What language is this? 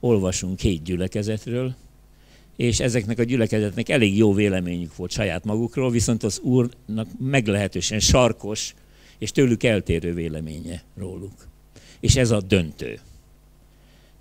Hungarian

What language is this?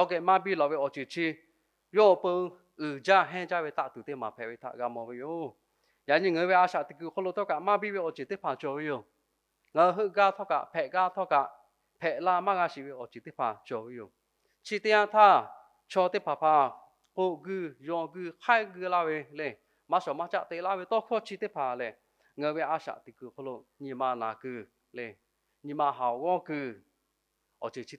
Lahu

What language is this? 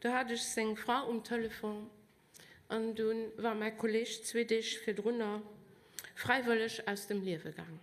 Luxembourgish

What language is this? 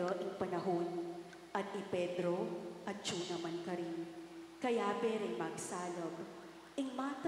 Pampanga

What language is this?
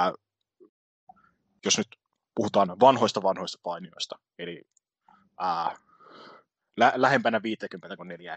Finnish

